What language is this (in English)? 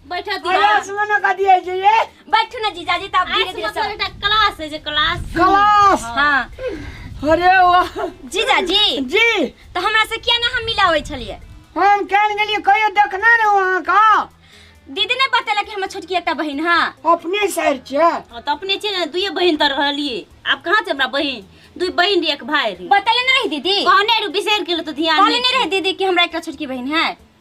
Maithili